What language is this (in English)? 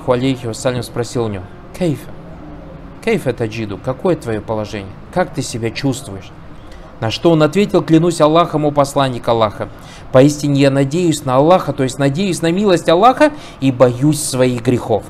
Russian